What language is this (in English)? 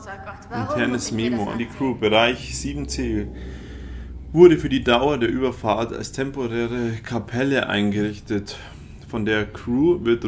German